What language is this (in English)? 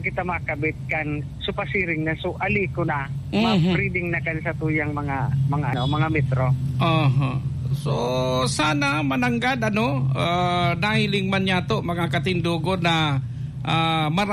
Bikol